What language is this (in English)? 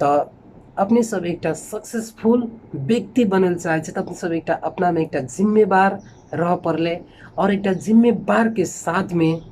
Maithili